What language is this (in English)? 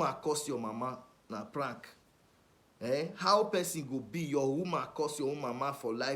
Nigerian Pidgin